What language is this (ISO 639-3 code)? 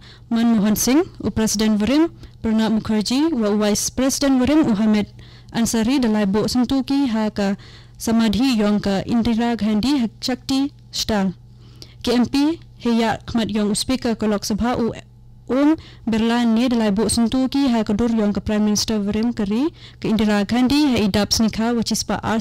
kha